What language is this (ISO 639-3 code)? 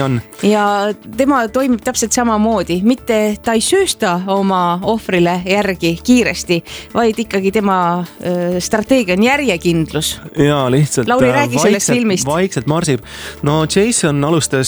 est